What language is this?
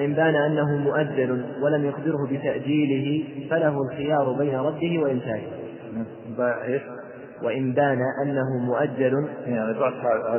Arabic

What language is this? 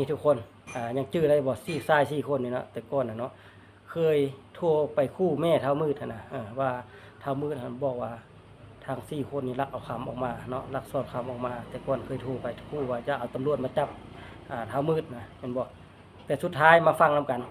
Lao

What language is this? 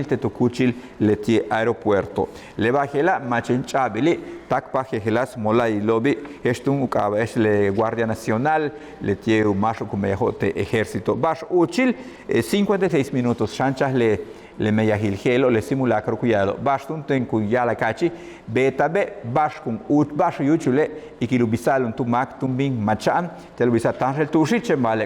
Yucateco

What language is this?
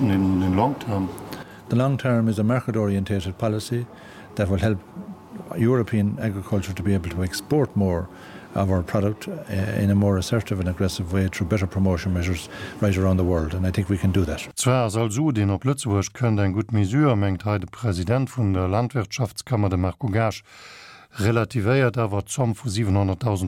Luxembourgish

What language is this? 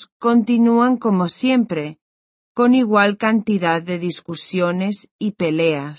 Spanish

